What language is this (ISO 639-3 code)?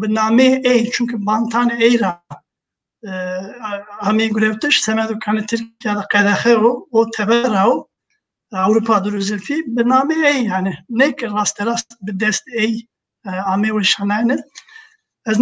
zza